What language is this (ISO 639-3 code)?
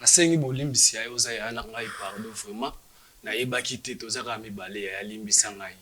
lin